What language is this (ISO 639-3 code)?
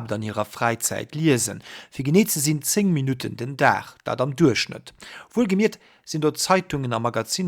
ltz